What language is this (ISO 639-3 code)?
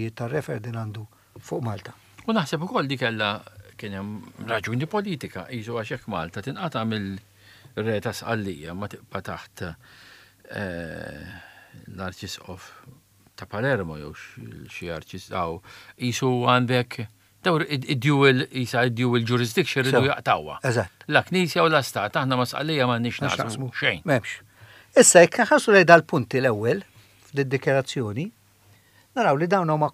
mlt